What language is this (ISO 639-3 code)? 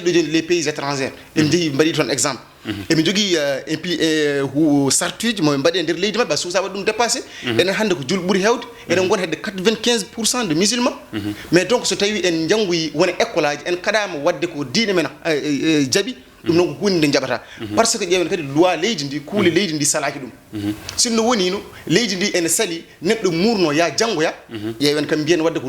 ful